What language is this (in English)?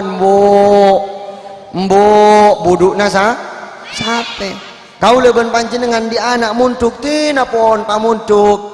Madurese